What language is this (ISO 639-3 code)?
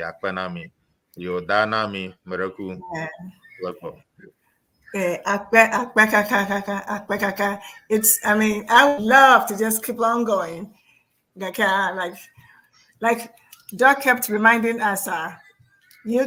ewe